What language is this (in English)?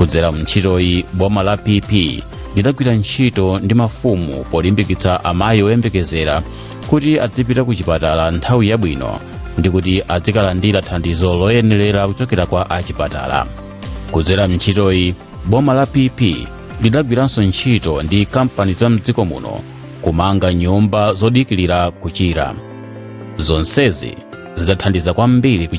Nyanja